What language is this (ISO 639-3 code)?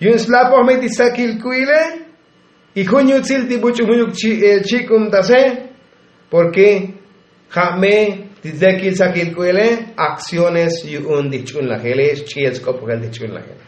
tzo